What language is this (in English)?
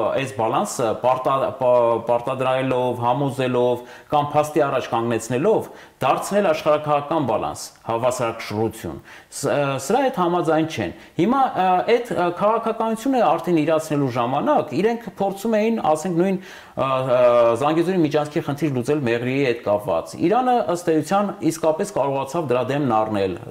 Armenian